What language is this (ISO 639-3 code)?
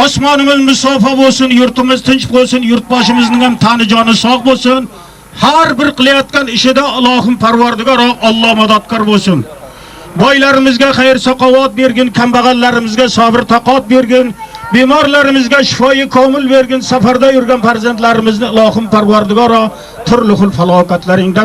uzb